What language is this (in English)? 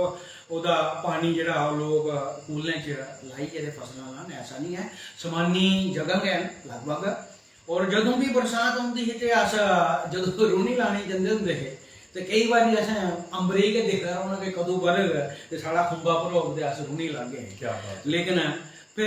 Dogri